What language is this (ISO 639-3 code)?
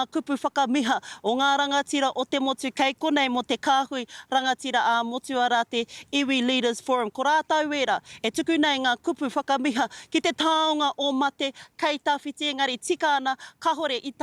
mri